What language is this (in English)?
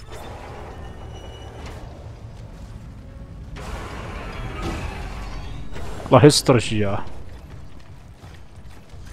Arabic